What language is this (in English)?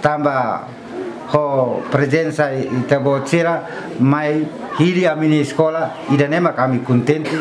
Tetum